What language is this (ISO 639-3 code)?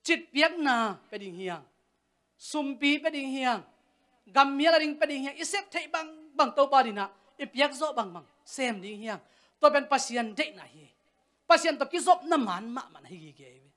ctd